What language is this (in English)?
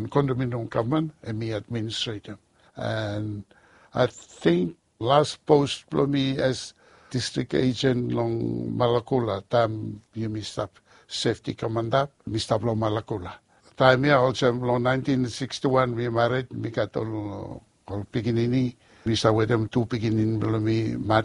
Bislama